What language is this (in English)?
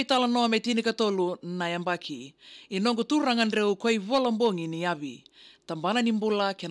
Fijian